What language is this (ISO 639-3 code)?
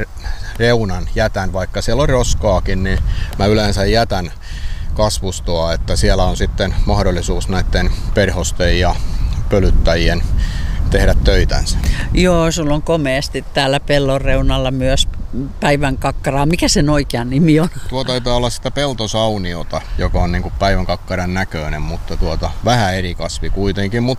fin